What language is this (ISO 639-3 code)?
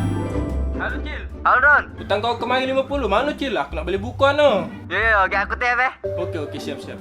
mui